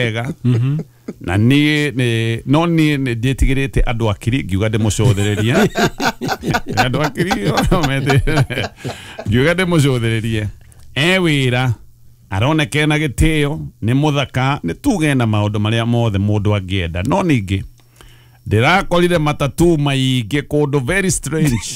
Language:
Kikuyu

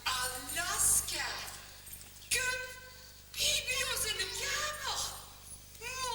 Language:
Limburgish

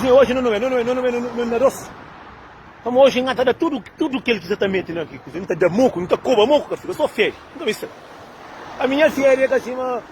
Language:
Kabuverdianu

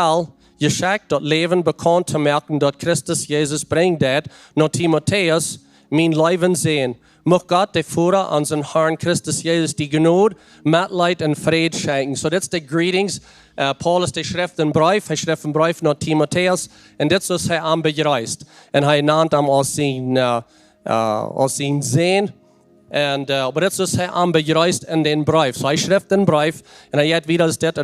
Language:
Plautdietsch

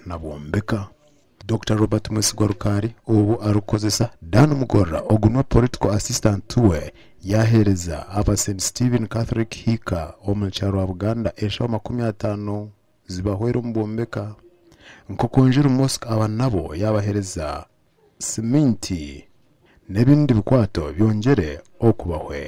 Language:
Nyankole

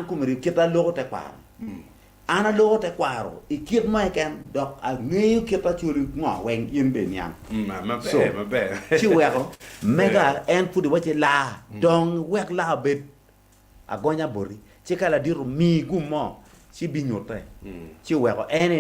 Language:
Acoli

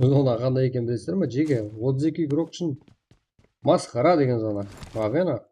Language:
Kara-Kalpak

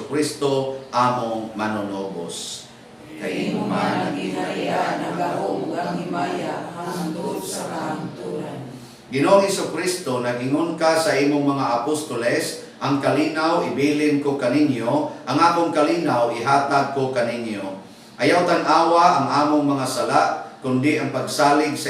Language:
Cebuano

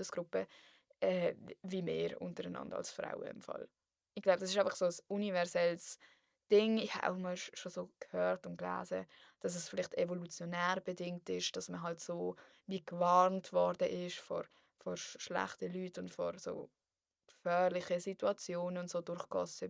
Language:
Swiss German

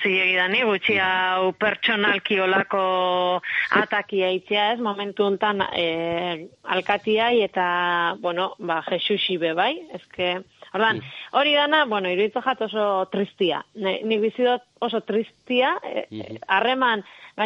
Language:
Basque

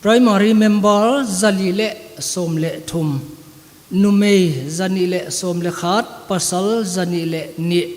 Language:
Paite Chin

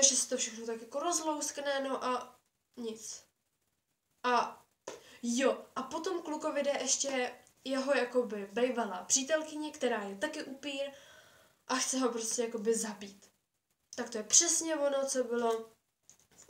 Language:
Czech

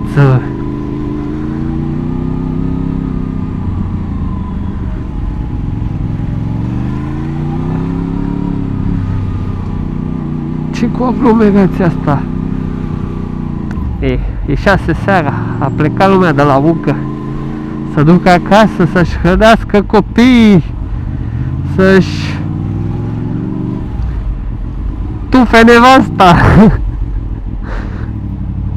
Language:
Romanian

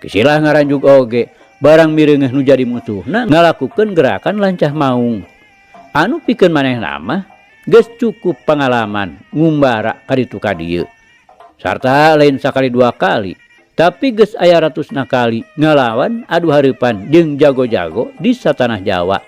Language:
Sundanese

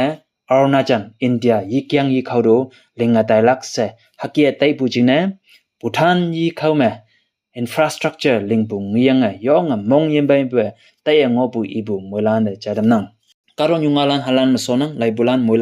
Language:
Konyak Naga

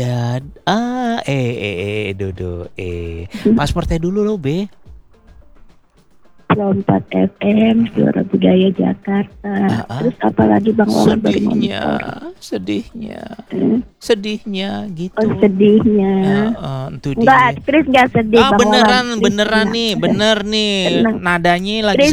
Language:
Indonesian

